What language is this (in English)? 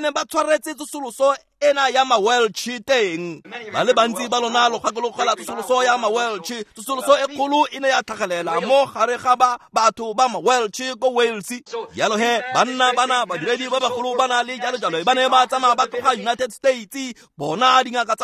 Tswana